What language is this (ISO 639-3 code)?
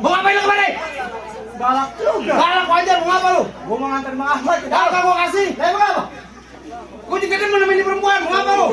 bew